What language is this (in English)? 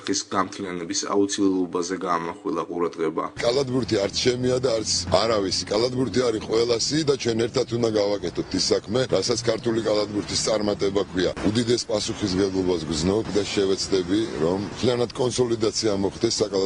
Georgian